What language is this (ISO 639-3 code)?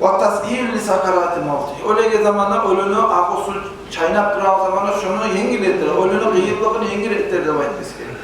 kum